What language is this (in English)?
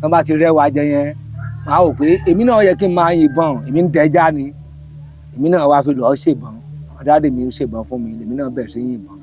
Yoruba